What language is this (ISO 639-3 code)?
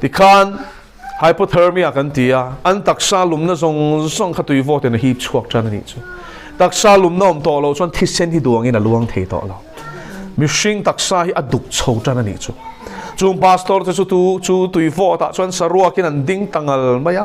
lus